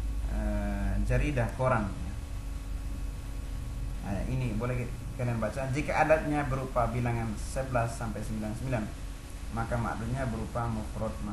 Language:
Indonesian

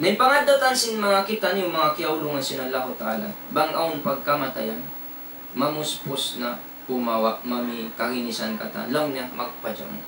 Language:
Tausug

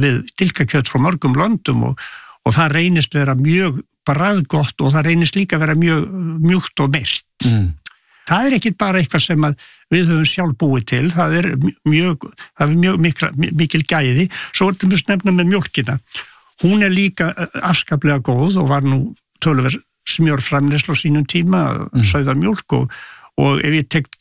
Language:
Icelandic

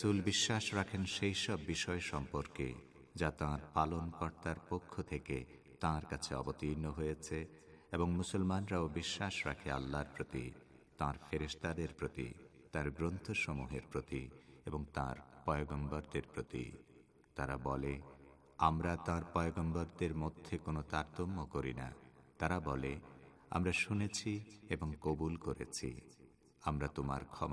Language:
Bangla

